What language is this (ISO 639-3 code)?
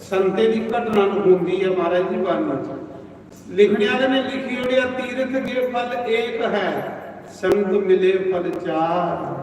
doi